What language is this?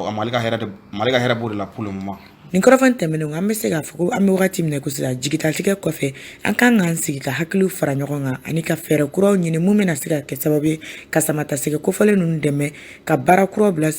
Bambara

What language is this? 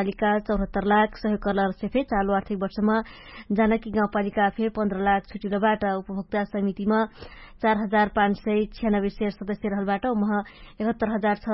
Dangaura Tharu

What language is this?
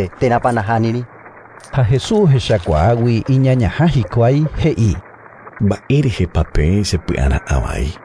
Guarani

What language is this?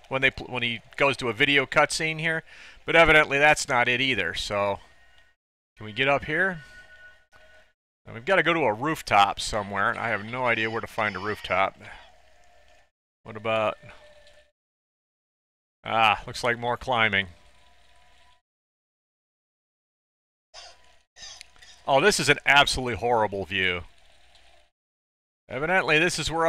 English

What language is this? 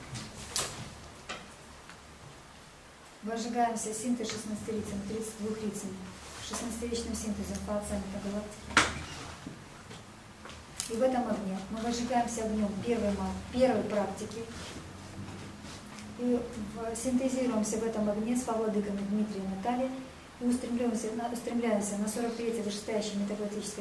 Russian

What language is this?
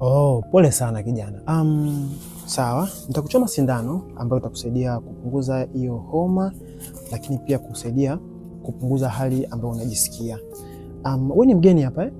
Swahili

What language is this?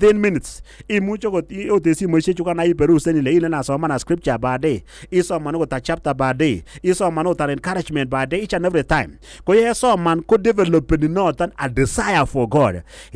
Kalenjin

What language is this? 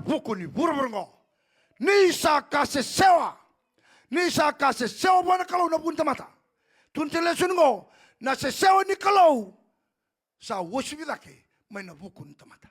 Fijian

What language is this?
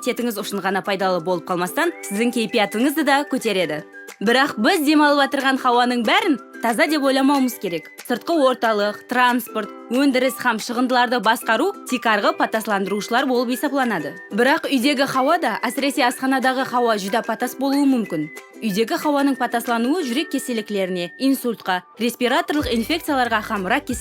Kara-Kalpak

